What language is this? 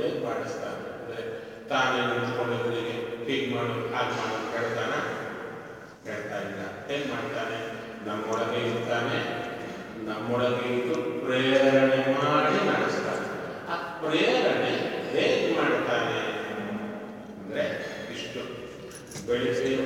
Kannada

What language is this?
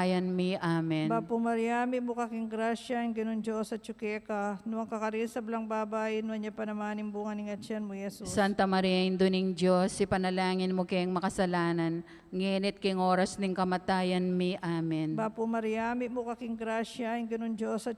Pampanga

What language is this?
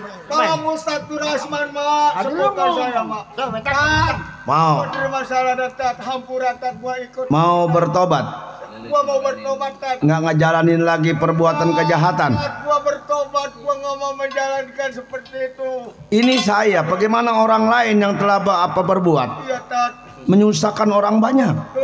Betawi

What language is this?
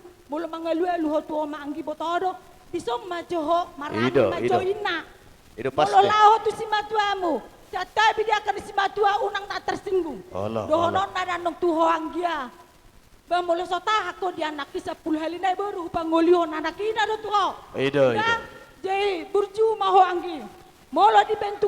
Batak Toba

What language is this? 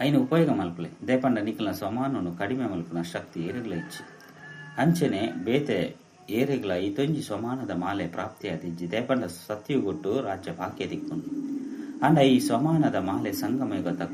Tulu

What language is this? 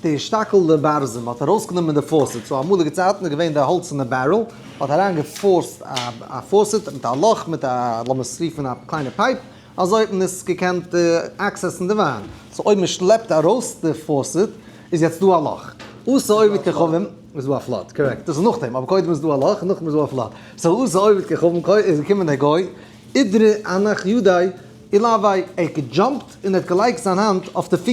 Yiddish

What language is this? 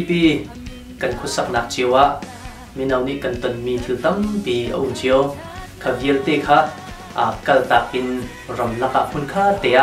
Hakha Chin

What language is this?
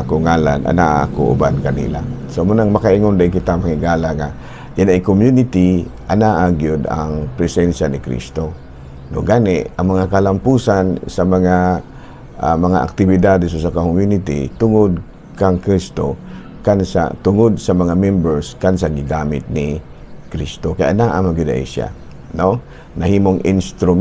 Cebuano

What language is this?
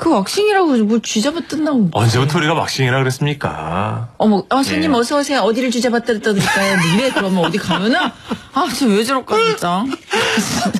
Korean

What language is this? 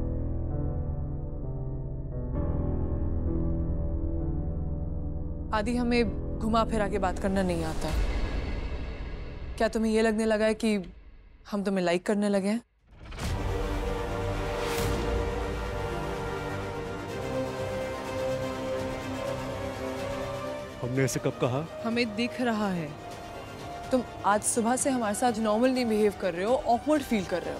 Hindi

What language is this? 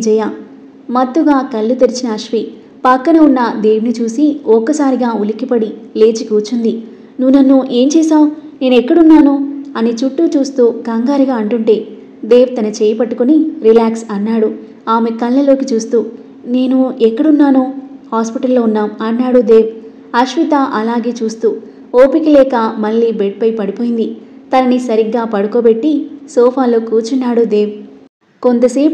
Telugu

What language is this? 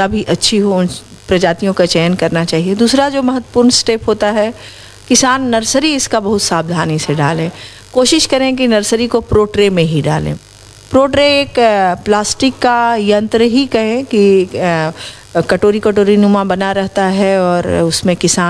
Hindi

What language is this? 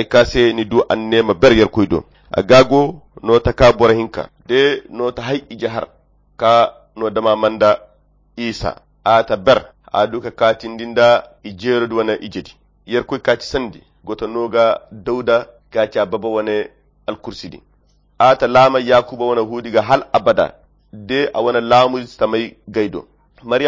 Koyra Chiini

